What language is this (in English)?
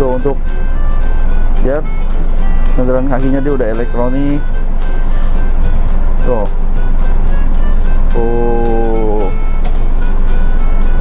Indonesian